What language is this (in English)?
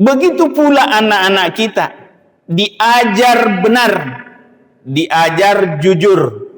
Buginese